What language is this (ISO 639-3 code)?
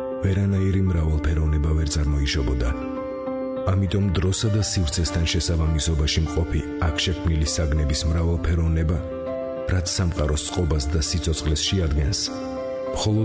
kat